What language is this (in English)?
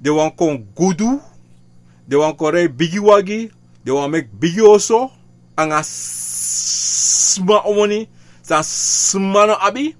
Sranan Tongo